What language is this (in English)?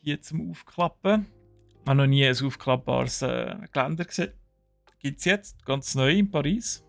Swiss German